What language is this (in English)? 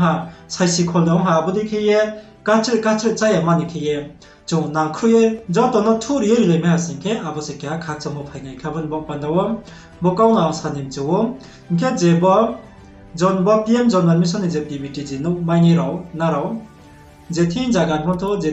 Riang (India)